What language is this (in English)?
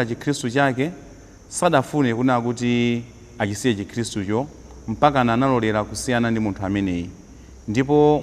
Nyanja